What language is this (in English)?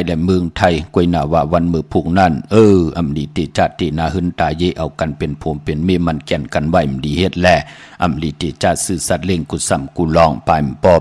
Shan